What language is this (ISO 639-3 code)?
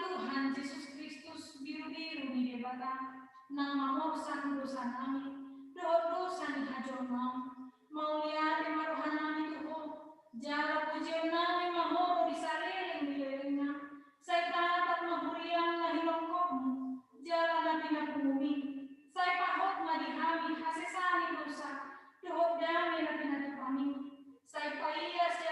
bbc